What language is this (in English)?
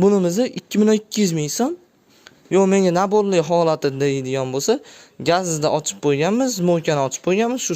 Uzbek